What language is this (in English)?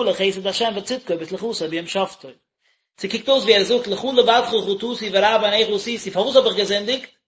Yiddish